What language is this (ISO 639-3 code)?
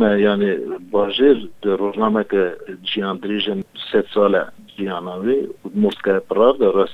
kur